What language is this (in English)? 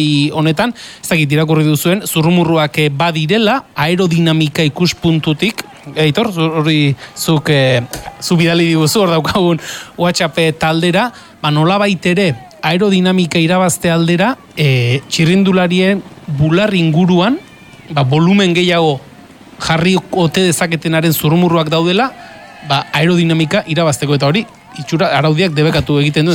Basque